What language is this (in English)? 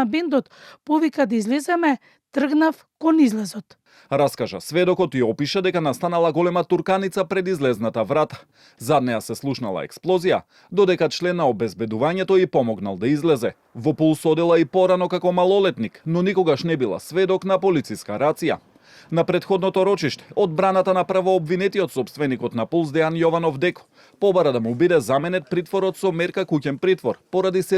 Macedonian